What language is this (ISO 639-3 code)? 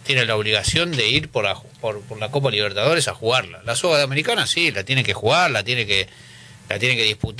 spa